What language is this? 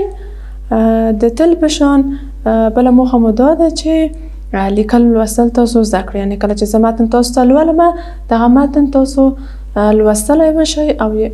Pashto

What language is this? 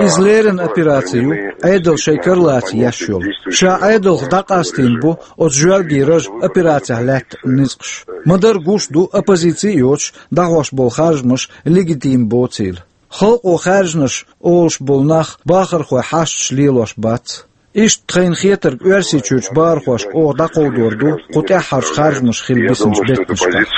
Chechen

